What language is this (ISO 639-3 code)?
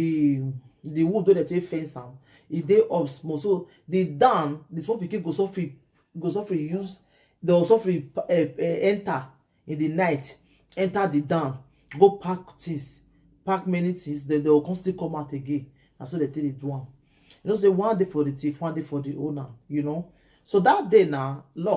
pcm